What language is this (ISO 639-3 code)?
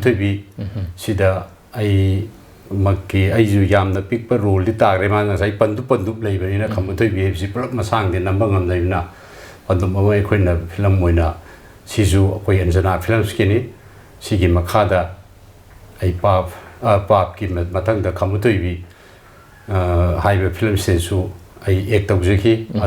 mni